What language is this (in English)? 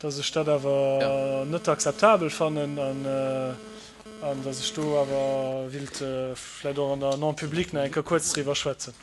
Luxembourgish